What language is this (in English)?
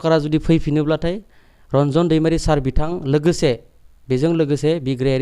Bodo